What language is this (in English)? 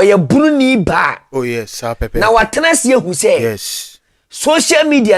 Akan